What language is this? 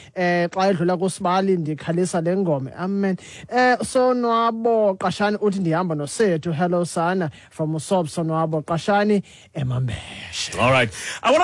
Xhosa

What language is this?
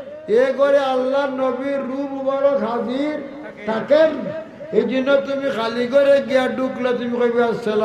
Sylheti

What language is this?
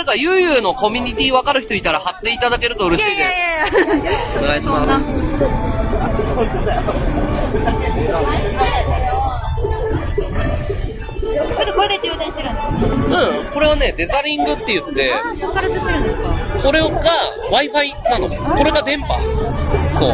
Japanese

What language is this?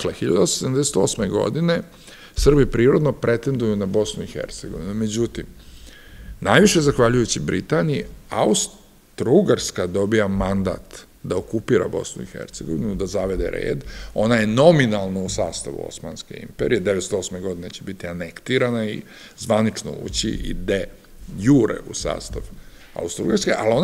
Serbian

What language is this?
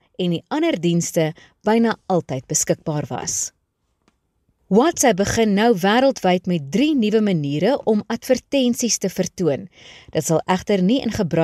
Afrikaans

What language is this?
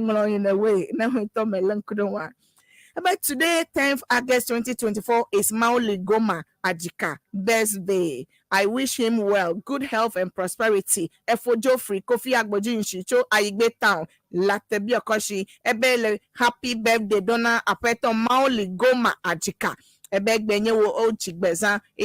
Ewe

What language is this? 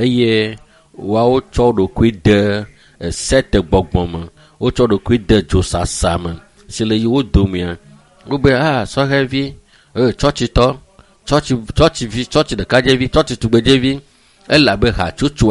Ewe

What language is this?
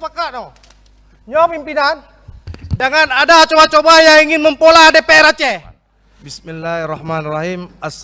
Achinese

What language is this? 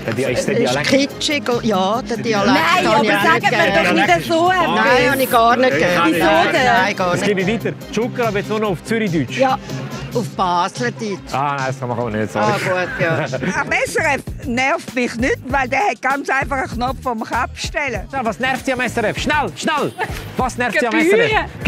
Swiss German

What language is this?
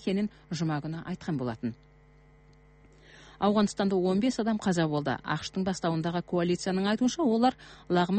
Kazakh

